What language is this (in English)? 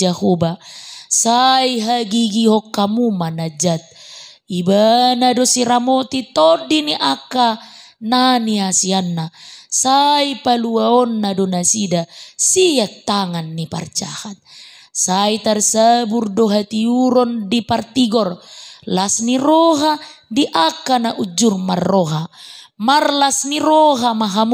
Batak Toba